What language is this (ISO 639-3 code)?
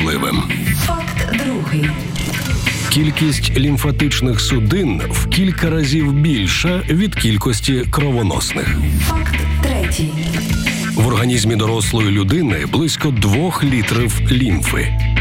ukr